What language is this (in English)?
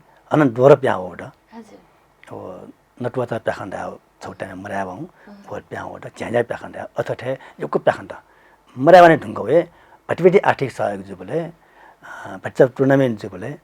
Newari